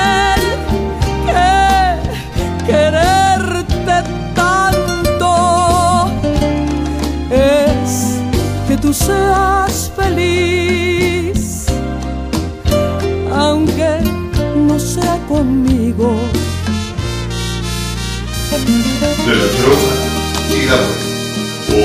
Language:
Spanish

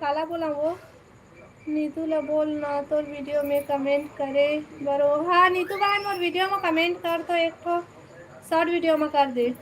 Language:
Chhattisgarhi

